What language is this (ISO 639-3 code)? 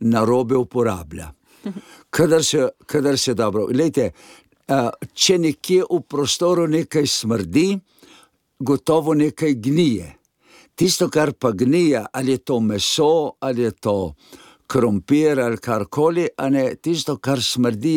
slv